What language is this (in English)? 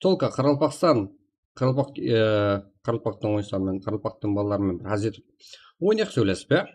Kara-Kalpak